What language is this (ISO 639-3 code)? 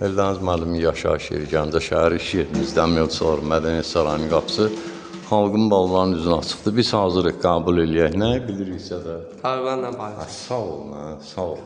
aze